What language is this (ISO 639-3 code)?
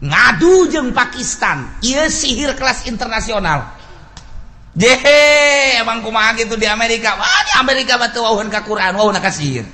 sun